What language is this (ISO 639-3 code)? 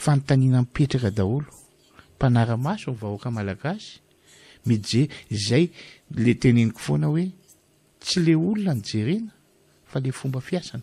mlg